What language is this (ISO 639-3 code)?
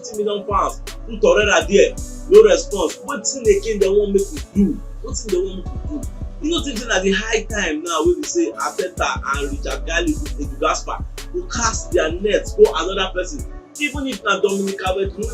pcm